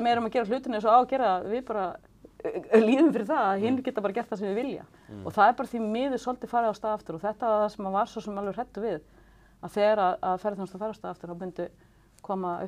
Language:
Icelandic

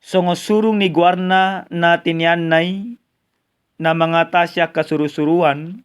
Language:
Batak Toba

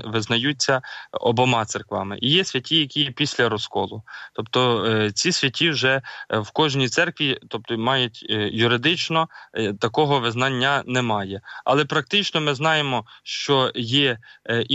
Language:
Ukrainian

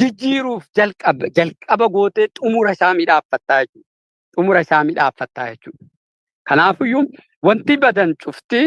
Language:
Oromo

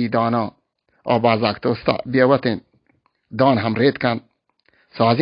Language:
Baluchi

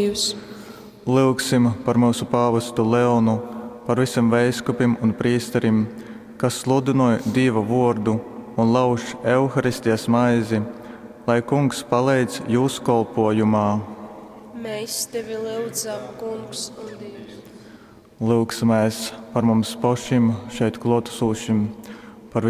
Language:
Latgalian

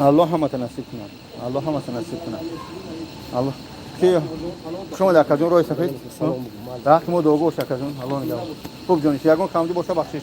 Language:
Tajik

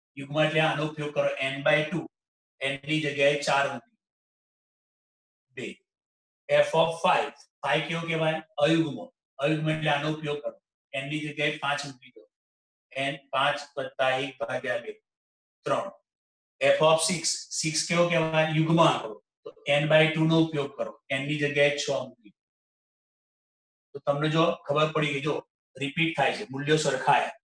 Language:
Gujarati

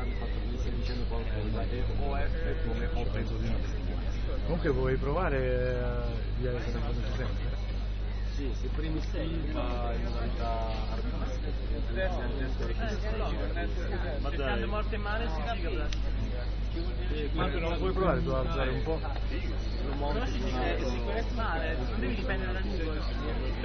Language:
Italian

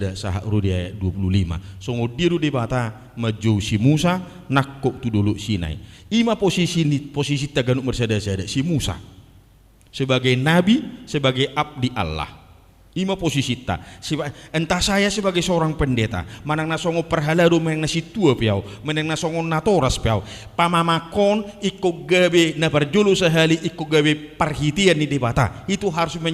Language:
Batak Toba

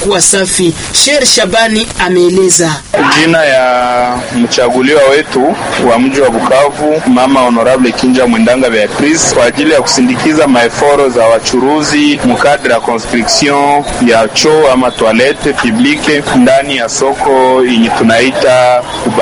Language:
Swahili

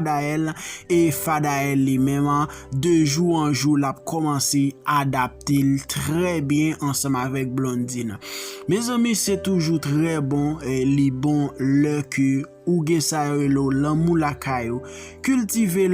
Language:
Haitian Creole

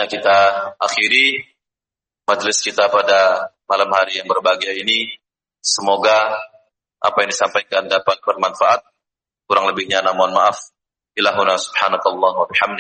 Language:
Indonesian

